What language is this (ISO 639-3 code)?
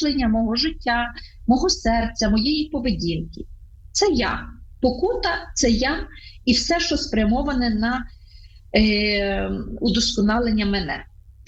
ukr